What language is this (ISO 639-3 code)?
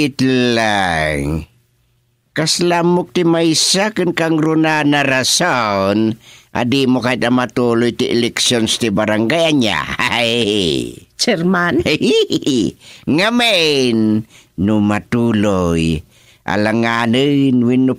ilo